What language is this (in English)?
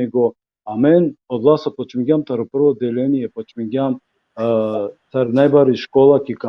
Balkan Romani